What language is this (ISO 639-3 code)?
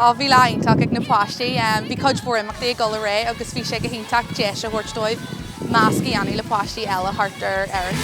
gle